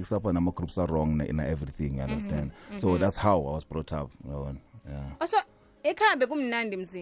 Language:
South Ndebele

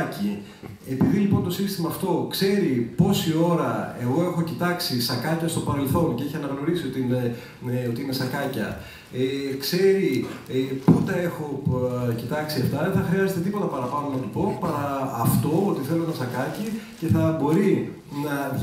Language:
Greek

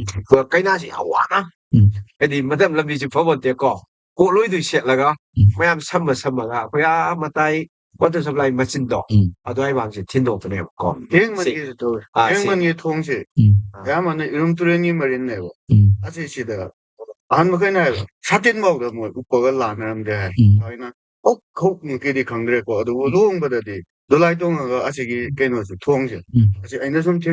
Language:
Manipuri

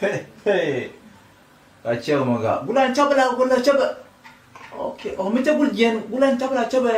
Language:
Nuer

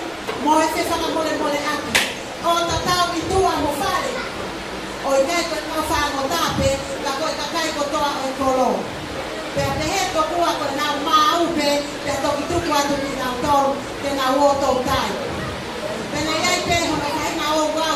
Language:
Tongan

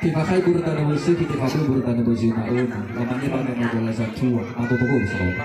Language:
Nias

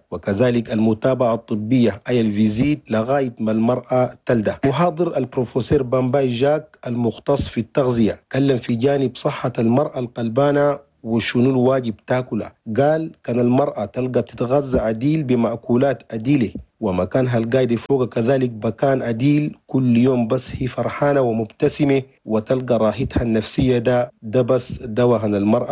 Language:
Chadian Arabic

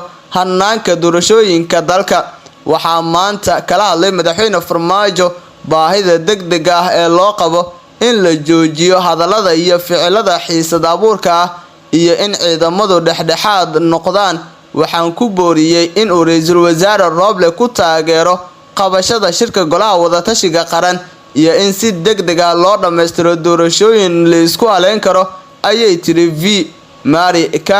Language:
Somali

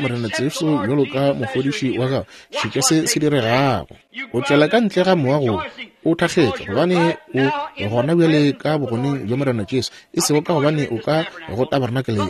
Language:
Northern Sotho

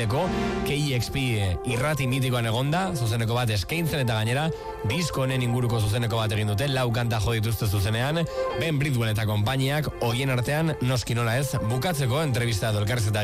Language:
Basque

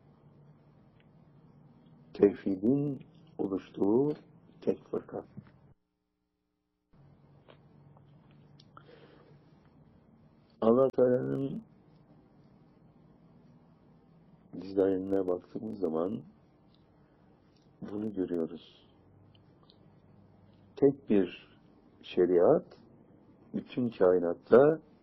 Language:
Turkish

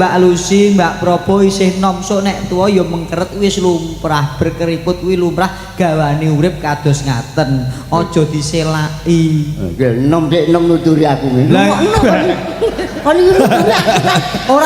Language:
Javanese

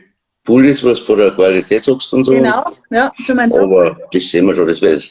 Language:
Bavarian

